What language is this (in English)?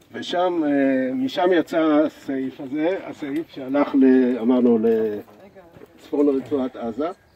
Hebrew